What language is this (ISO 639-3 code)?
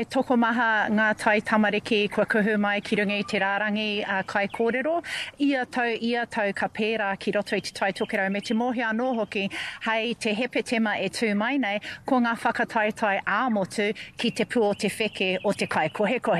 mri